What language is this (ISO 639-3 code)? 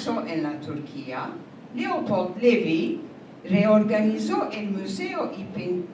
lad